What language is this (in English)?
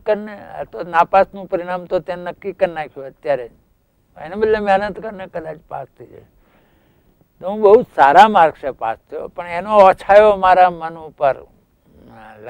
Gujarati